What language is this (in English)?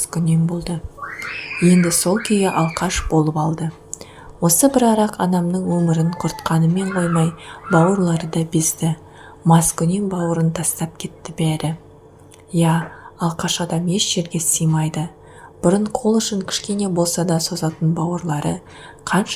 Kazakh